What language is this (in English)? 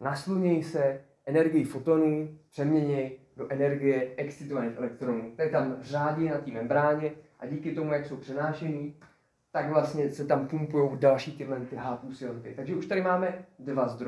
Czech